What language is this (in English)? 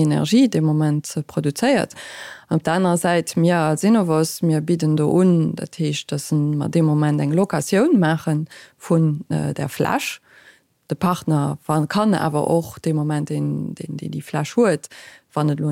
Luxembourgish